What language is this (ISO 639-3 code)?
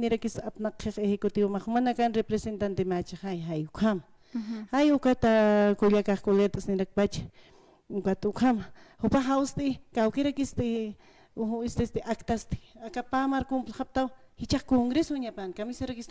aym